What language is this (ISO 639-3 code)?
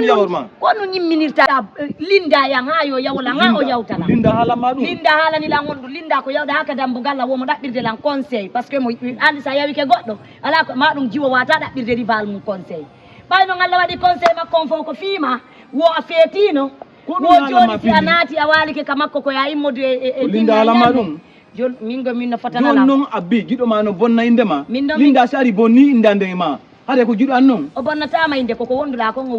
ful